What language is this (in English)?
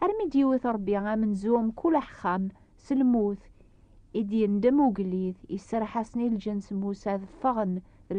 Kabyle